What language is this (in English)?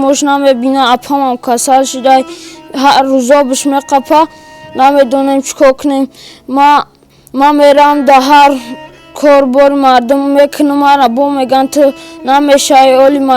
Tajik